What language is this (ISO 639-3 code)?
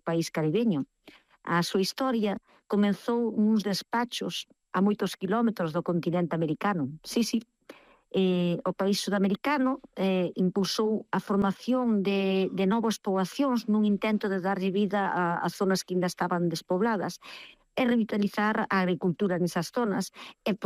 glg